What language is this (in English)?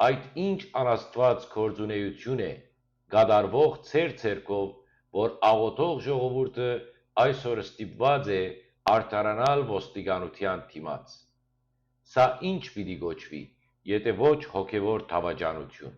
Western Armenian